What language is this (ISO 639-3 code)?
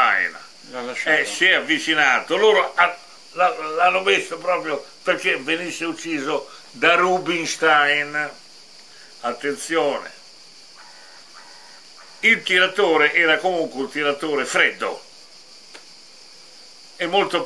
ita